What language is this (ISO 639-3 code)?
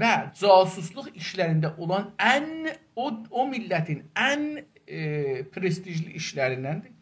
azb